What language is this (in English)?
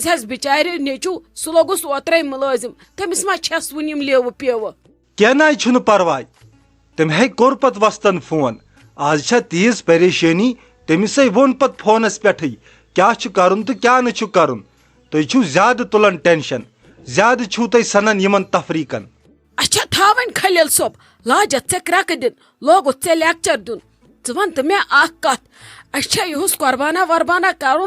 Kashmiri